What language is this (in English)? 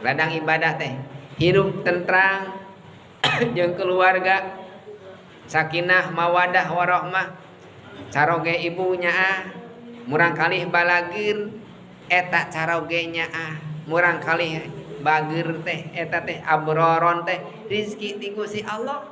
Sundanese